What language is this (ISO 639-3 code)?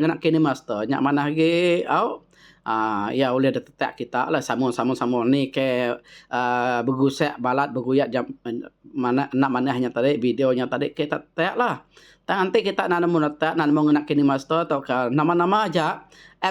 iba